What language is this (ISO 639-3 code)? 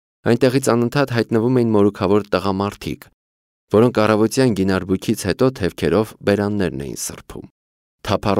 hye